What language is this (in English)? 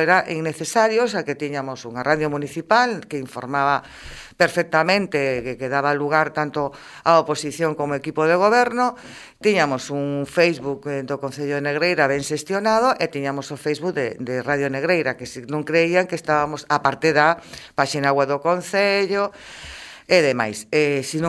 Galician